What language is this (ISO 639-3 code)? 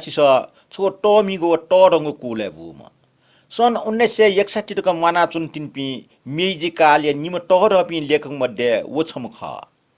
new